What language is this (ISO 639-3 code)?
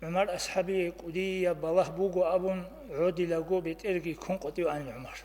ava